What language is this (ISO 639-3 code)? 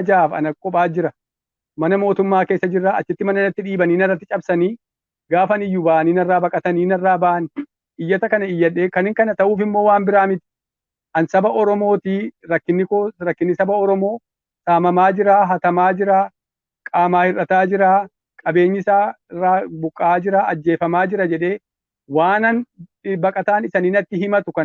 orm